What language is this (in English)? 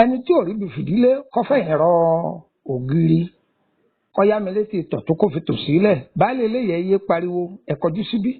Yoruba